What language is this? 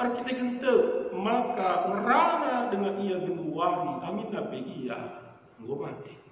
Batak Karo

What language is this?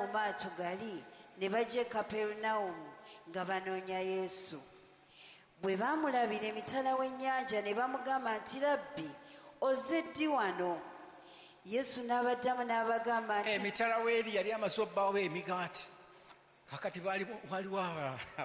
Ganda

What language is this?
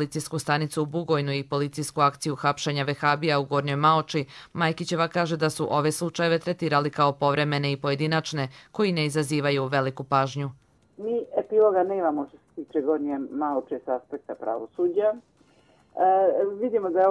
Bosnian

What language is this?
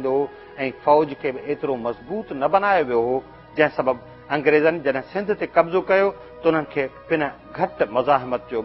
Sindhi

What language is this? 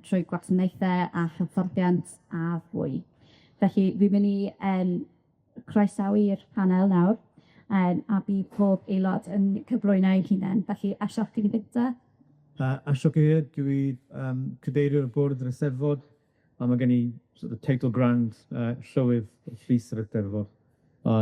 Welsh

